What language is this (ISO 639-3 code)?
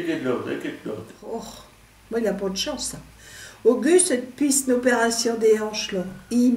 pcd